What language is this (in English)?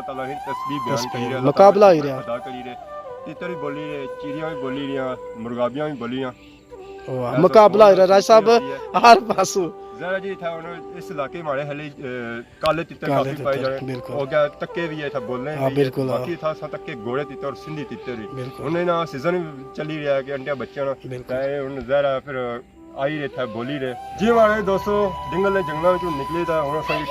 Pahari-Potwari